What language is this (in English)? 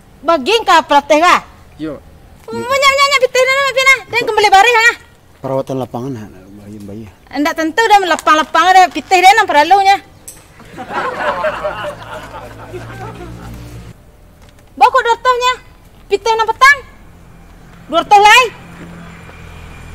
Minangkabau